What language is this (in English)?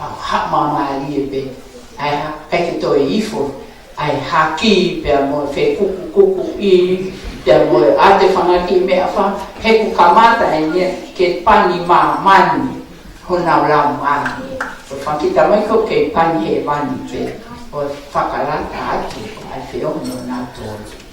Tongan